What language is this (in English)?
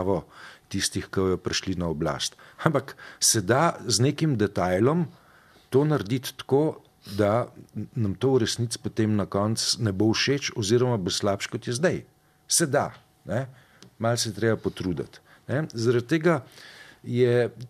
Slovenian